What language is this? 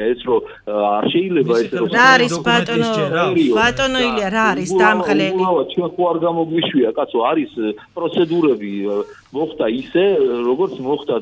Georgian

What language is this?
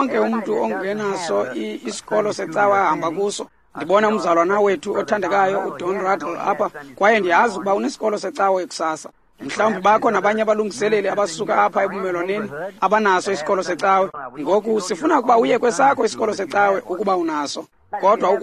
Xhosa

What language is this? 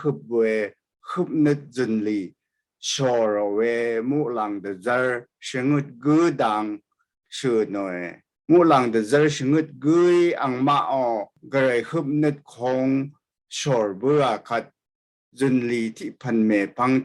Rawang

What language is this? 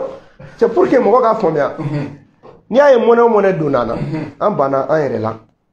Bambara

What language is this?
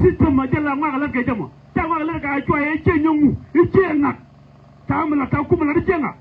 Nuer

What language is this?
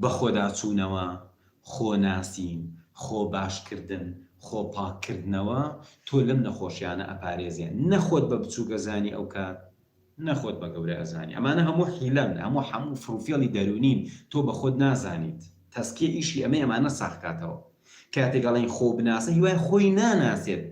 Central Kurdish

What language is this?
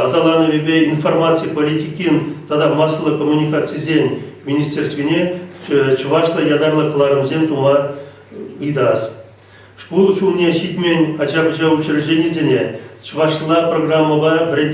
Chuvash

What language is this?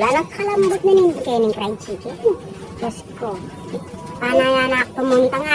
Pampanga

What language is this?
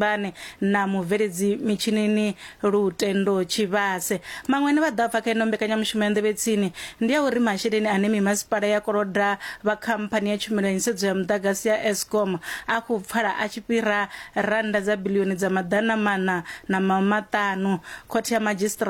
Venda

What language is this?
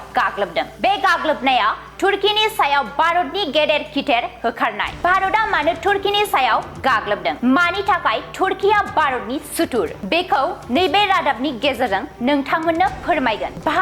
Bodo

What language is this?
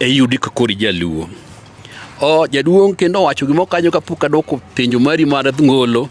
Luo (Kenya and Tanzania)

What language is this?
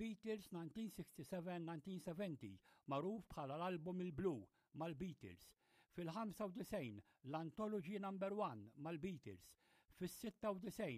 Maltese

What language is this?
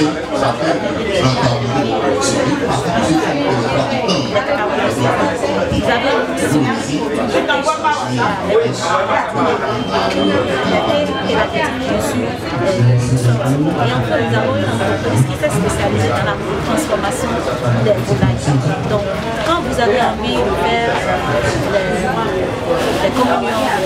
French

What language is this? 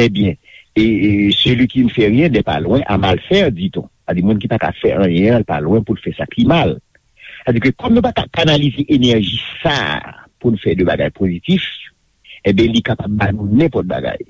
Haitian Creole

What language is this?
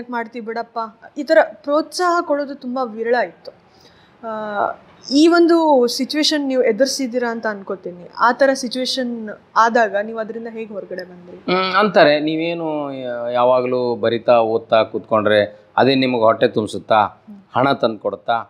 Kannada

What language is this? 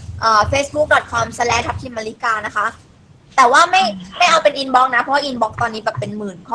Thai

